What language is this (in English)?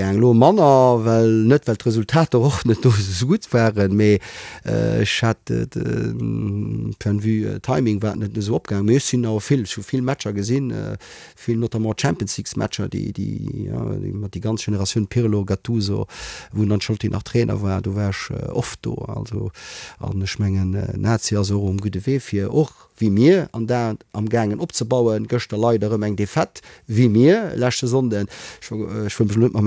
Luxembourgish